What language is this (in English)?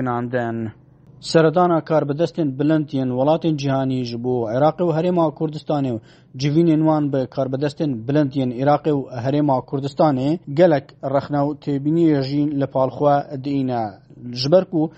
Kurdish